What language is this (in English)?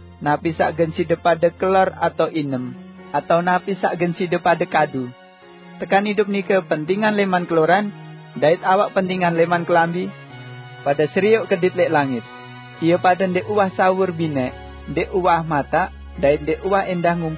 Sasak